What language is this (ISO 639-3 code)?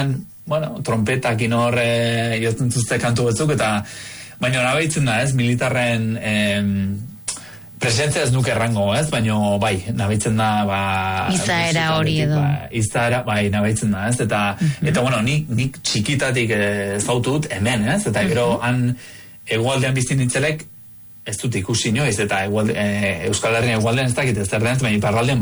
eus